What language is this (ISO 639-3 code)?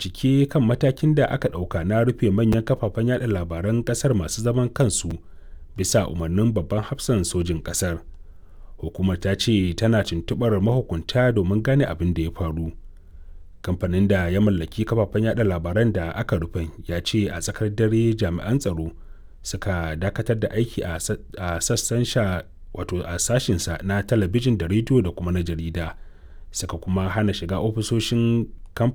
hau